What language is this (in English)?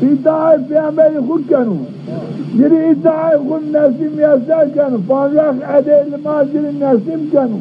Zaza